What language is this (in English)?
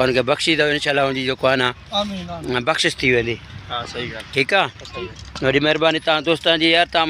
Sindhi